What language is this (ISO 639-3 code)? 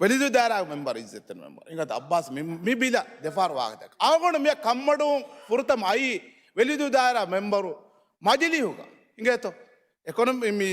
div